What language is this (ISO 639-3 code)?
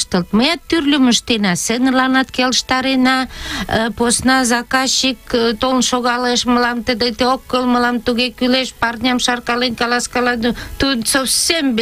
chm